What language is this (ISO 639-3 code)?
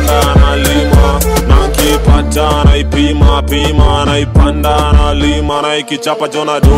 swa